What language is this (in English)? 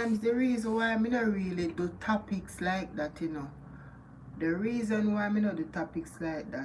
Jamaican Creole English